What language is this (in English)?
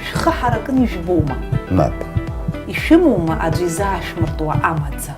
Abkhazian